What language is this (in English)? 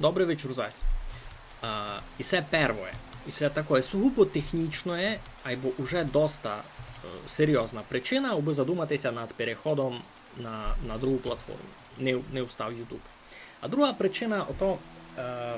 Rusyn